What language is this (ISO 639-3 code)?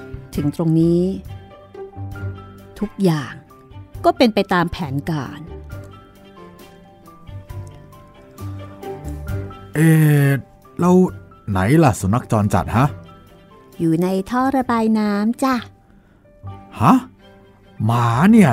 tha